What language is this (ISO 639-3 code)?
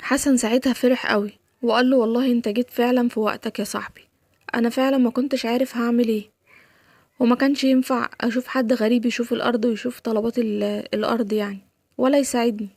arz